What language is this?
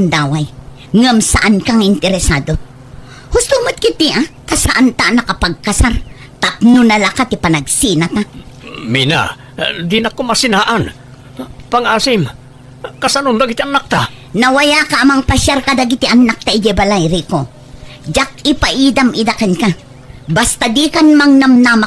Iloko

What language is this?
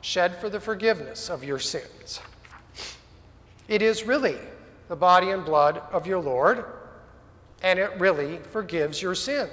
English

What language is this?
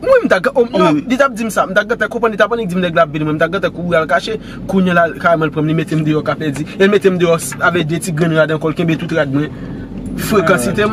Haitian Creole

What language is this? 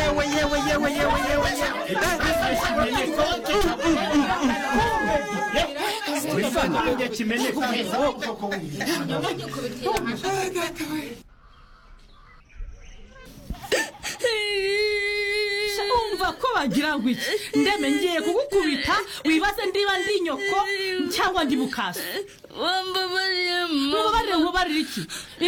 Kinyarwanda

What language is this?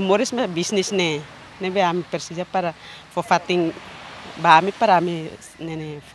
Tetum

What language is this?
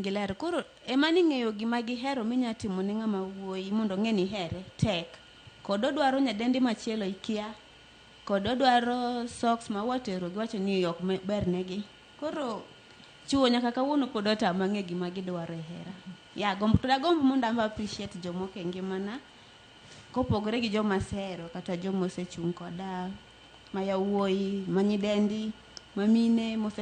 Luo (Kenya and Tanzania)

